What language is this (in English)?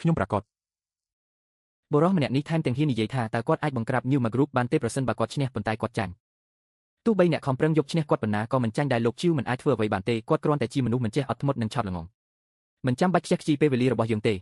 Khmer